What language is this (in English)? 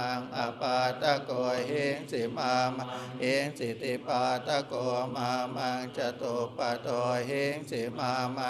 Pali